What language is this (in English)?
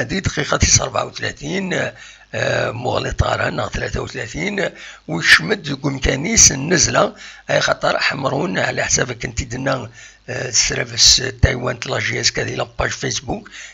Kabyle